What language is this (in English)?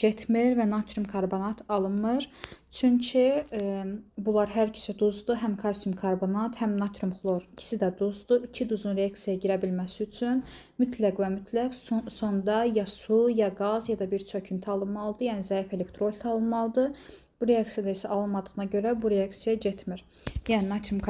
Azerbaijani